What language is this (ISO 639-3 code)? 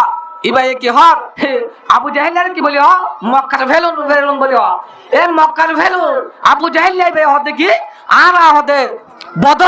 rhg